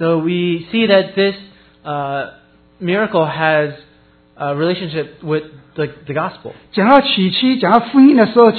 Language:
Chinese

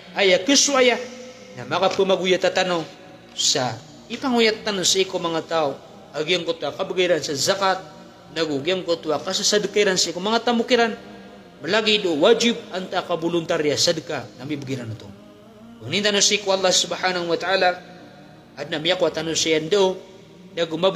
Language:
Maranao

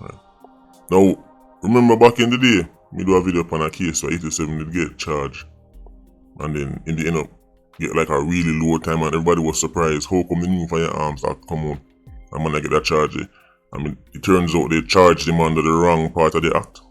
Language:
Jamaican Creole English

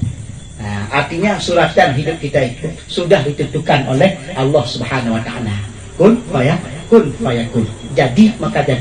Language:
Achinese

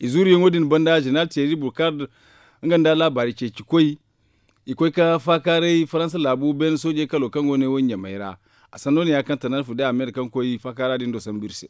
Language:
Zarma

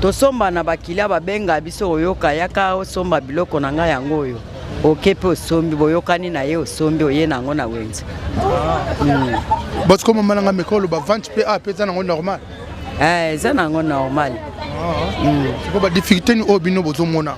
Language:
Lingala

